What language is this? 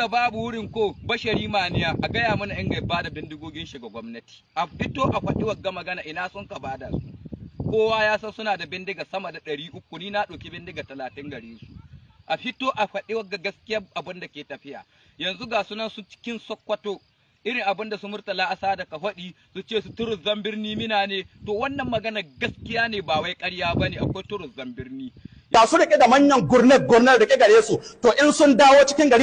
Hausa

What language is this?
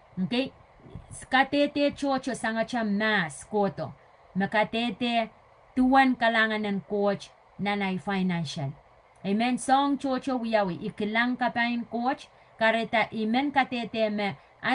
Pohnpeian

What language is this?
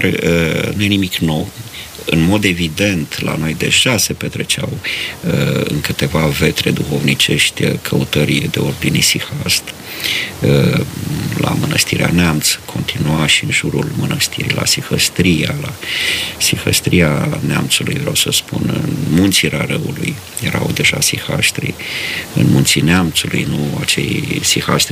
Romanian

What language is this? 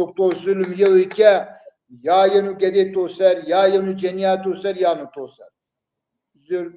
Zaza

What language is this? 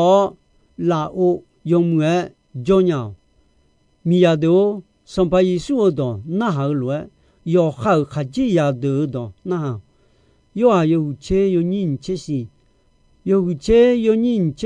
Akha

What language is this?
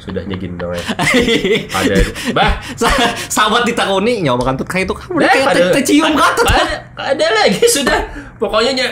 Banjar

